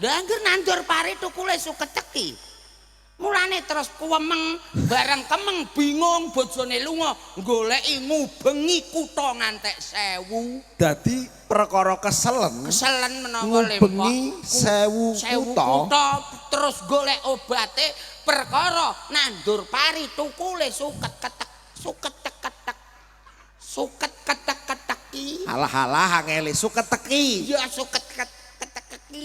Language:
Javanese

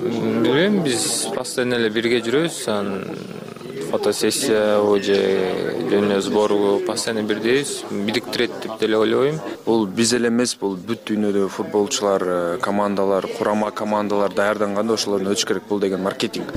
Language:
Kyrgyz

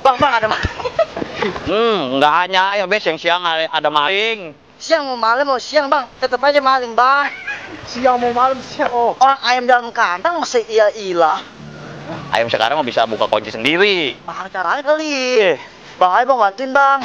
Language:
Betawi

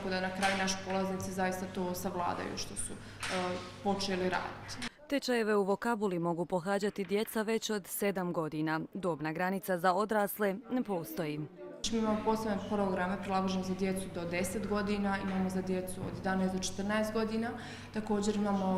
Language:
Croatian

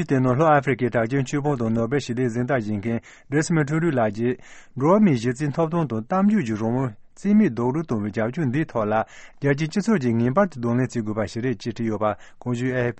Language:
Tibetan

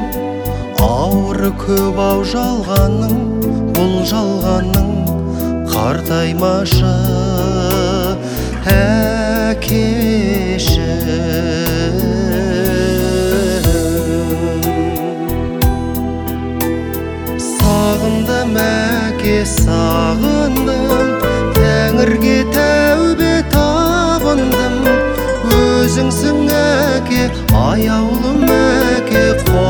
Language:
Kazakh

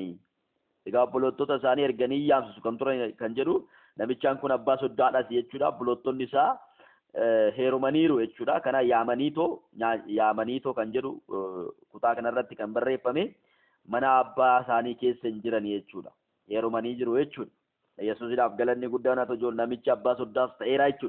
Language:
Oromo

